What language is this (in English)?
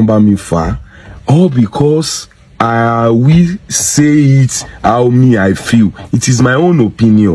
Yoruba